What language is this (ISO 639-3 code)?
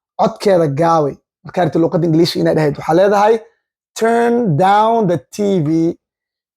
som